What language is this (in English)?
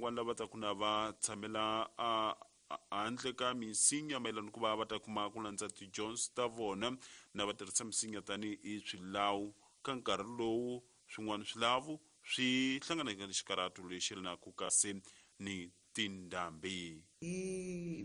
Tsonga